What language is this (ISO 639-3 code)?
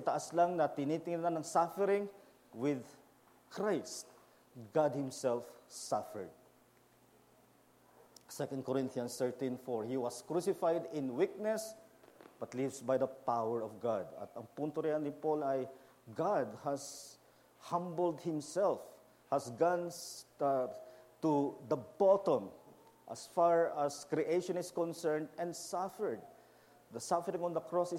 fil